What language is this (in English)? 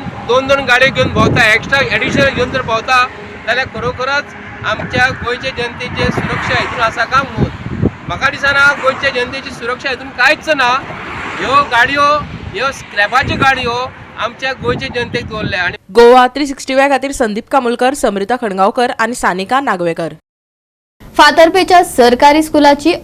Konkani